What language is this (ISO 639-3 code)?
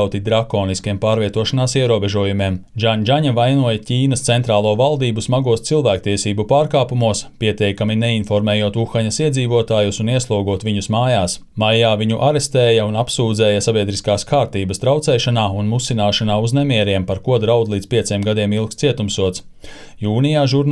lav